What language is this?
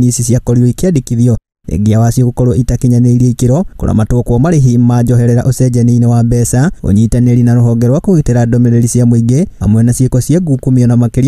Kikuyu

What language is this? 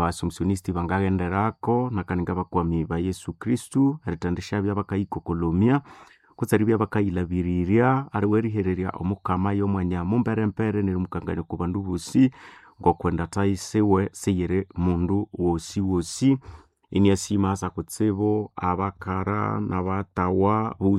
Nande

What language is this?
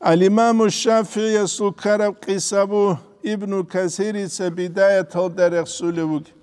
Avaric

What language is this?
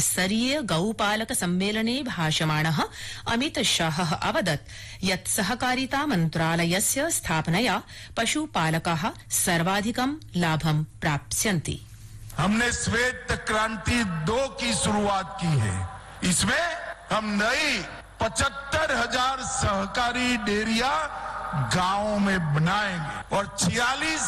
Sanskrit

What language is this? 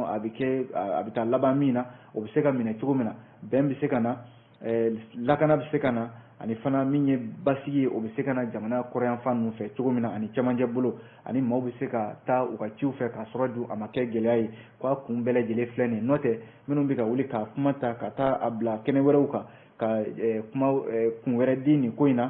Bambara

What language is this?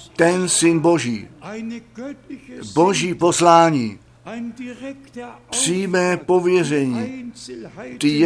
Czech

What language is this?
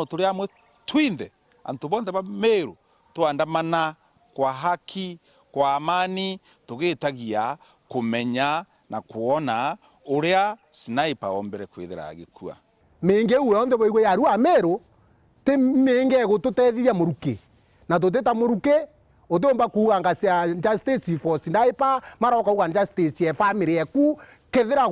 Meru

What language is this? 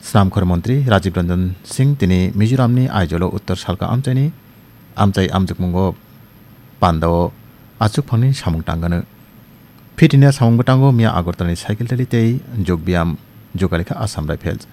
Kok Borok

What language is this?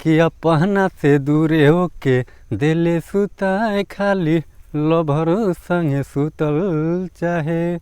Bhojpuri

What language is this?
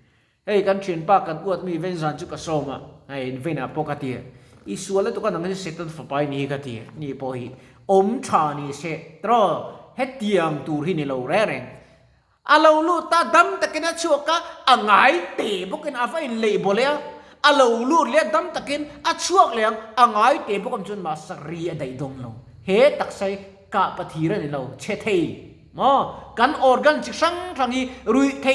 Mizo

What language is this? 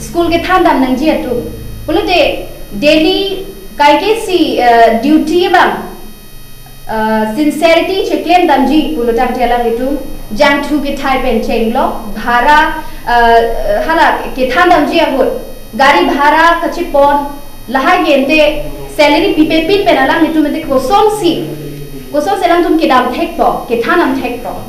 Karbi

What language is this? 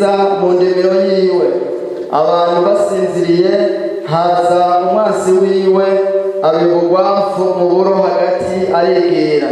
Rundi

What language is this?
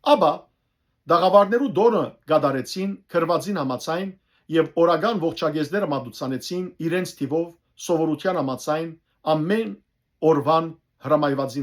Western Armenian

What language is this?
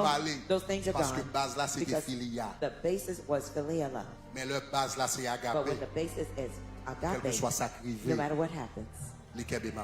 Haitian Creole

